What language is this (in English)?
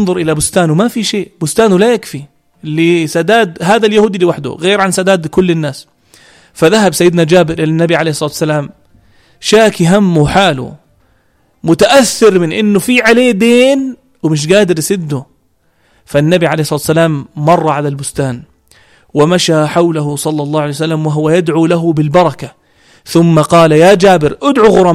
North Levantine Arabic